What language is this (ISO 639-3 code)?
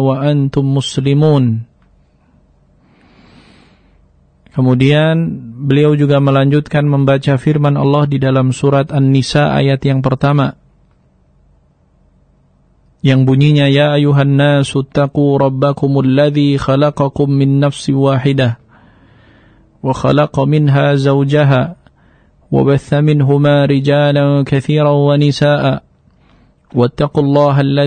ind